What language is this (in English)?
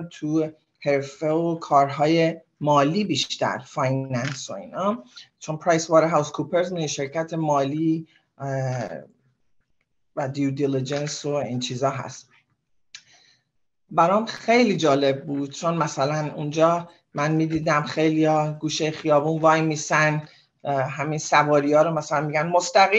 Persian